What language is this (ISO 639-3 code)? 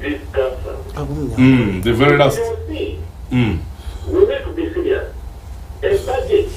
nyn